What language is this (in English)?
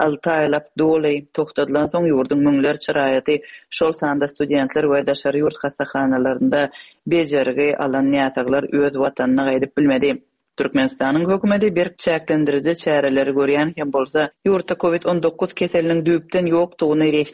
Turkmen